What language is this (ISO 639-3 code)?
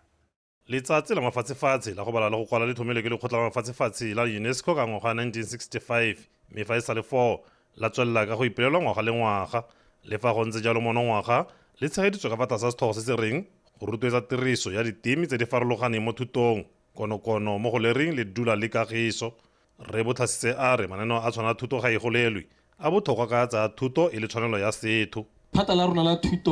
tsn